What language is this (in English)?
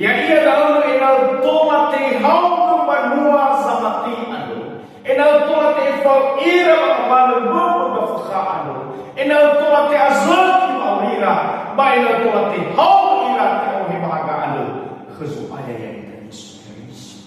Nias